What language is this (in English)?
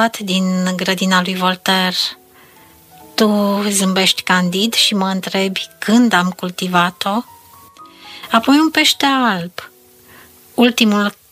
Romanian